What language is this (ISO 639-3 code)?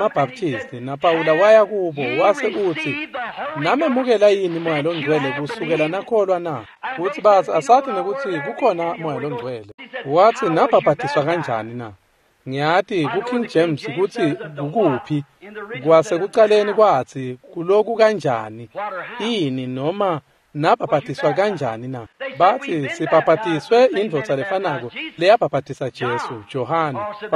ssw